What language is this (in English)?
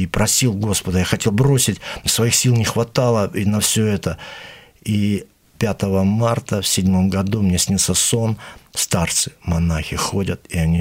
Russian